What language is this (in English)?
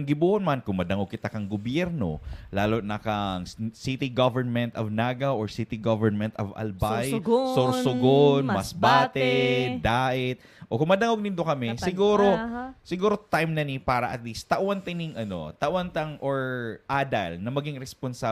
Bikol